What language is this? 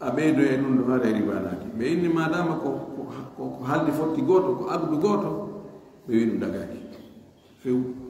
Fula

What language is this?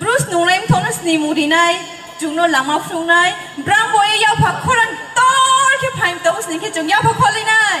Riang (India)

